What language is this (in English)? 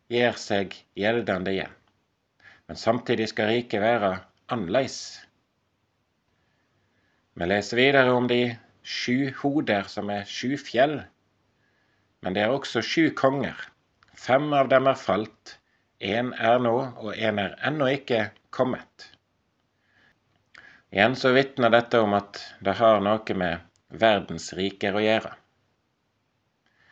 Norwegian